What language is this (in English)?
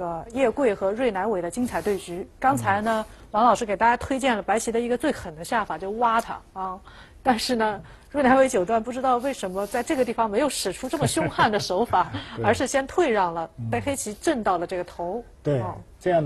Chinese